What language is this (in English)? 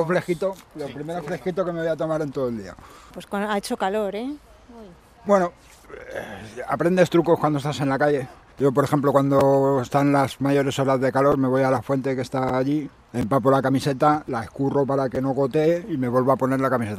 Spanish